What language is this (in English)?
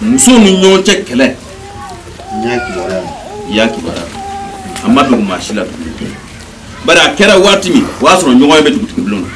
Bambara